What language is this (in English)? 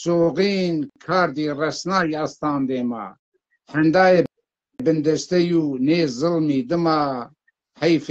Zaza